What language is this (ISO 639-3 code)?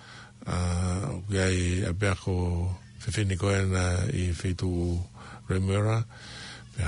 ton